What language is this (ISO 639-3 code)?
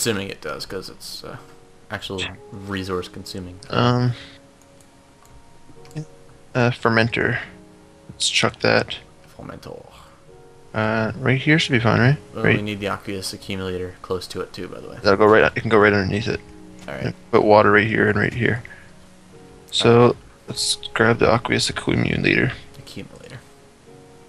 eng